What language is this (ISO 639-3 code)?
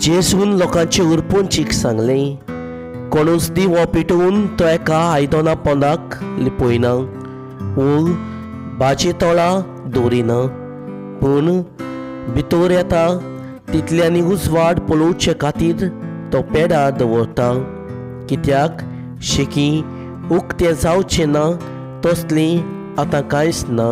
kok